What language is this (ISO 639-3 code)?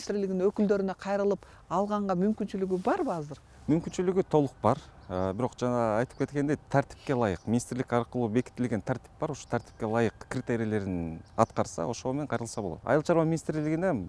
kir